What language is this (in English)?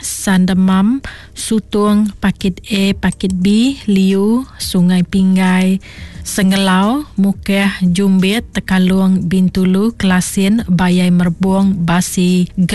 Iban